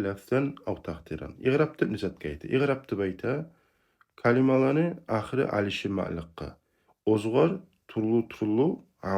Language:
Kumyk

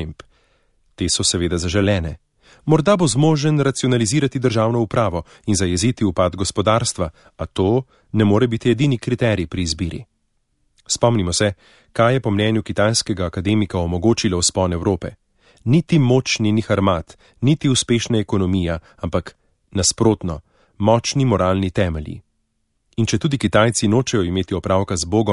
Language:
Slovenian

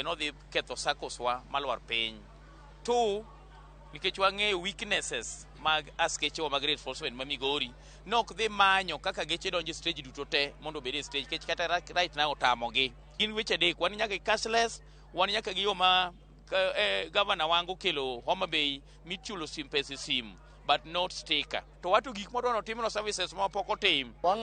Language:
Luo (Kenya and Tanzania)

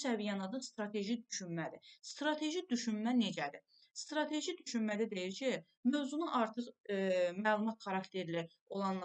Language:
Azerbaijani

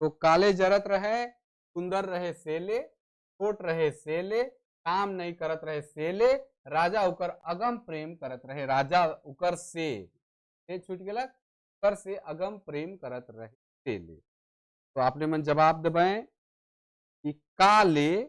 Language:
Sadri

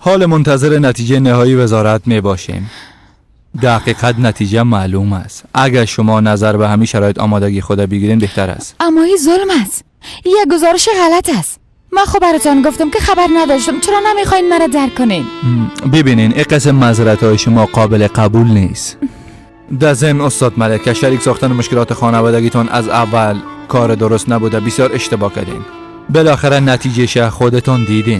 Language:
Persian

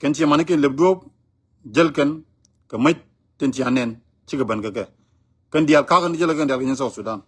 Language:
Nuer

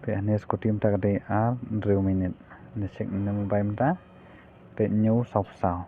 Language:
Khasi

